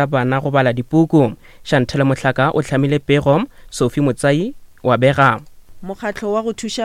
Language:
Northern Sotho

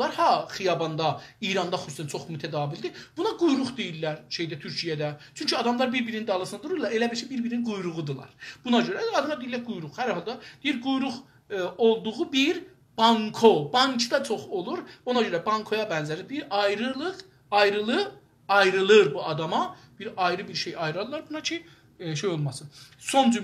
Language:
South Azerbaijani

